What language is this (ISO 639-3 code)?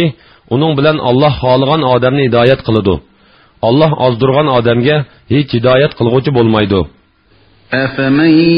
uig